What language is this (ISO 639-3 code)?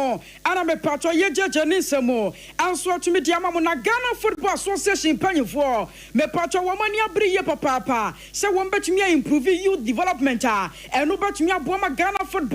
aka